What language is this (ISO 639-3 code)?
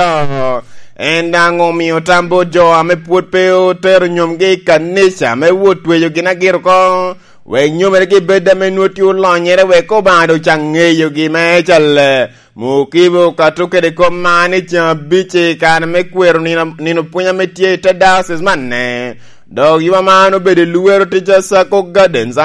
laj